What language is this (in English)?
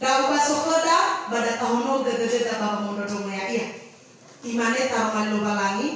Nias